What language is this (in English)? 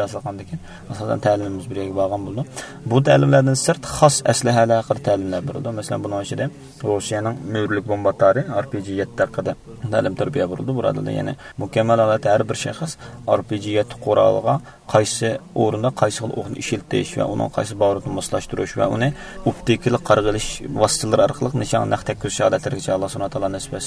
Uyghur